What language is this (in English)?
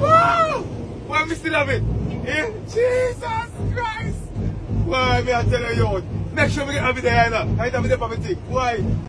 Jamaican Creole English